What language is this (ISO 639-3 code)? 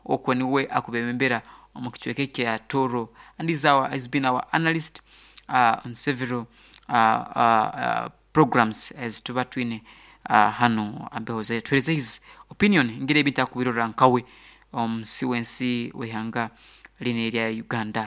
nyo